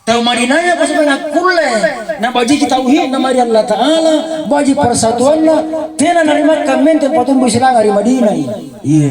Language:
Makasar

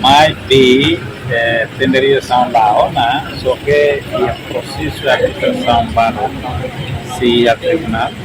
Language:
Tetum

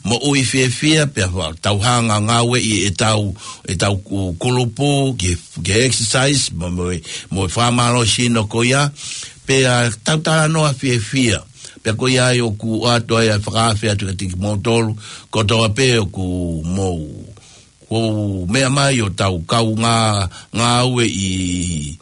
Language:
Tongan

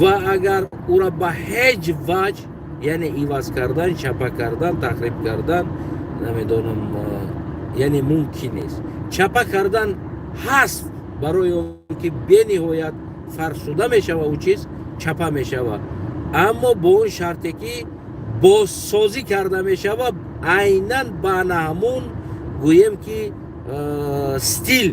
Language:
Tajik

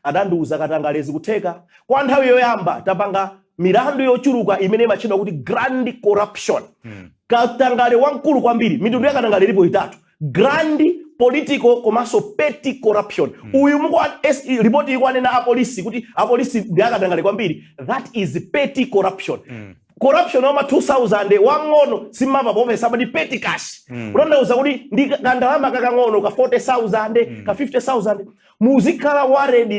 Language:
Nyanja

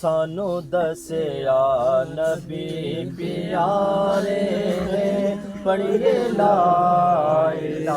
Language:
Saraiki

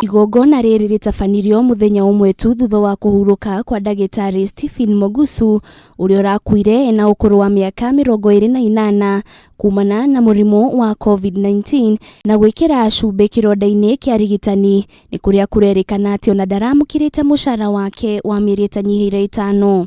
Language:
Kikuyu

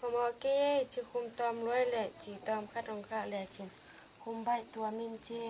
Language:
Tedim Chin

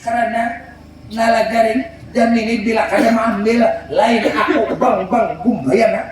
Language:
Banjar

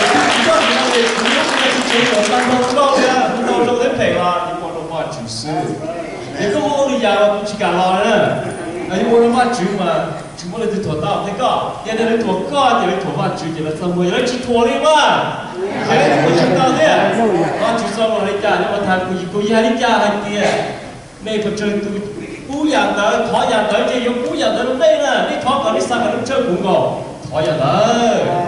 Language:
Hmong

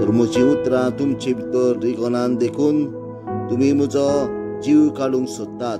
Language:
Konkani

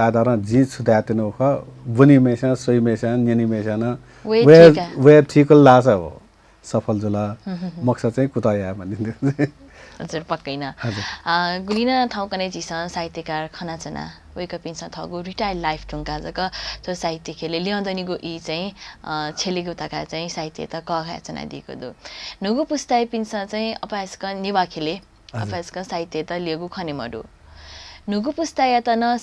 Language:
Newari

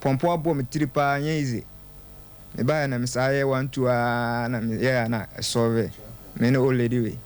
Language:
Akan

